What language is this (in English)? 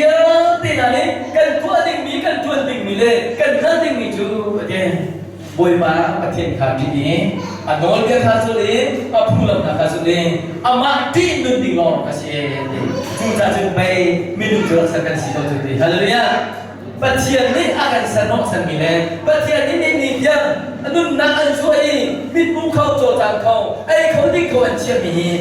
Hakha Chin